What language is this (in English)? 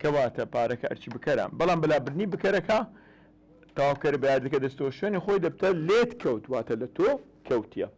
Central Kurdish